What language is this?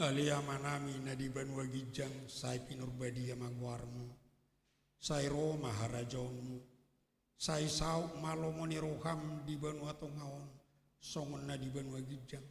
Batak Toba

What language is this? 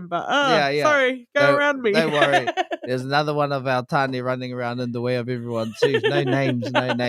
Māori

